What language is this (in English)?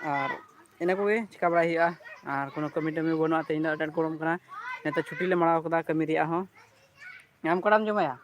Santali